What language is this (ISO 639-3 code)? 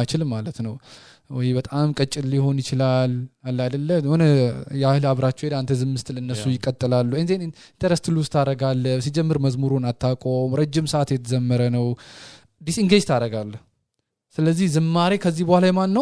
amh